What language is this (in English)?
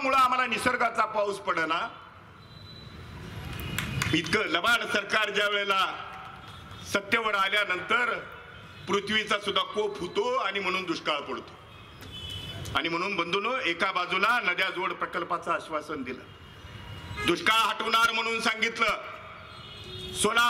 Marathi